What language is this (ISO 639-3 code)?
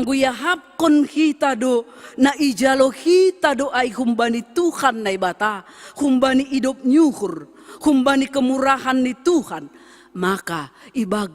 bts